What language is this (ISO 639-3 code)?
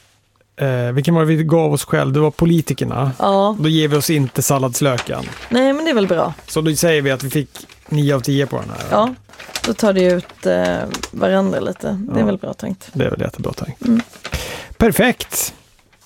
swe